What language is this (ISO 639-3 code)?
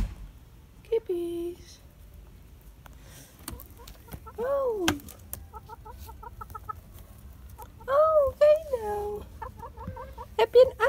nld